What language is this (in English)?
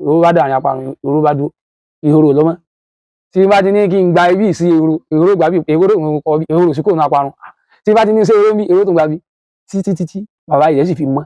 Yoruba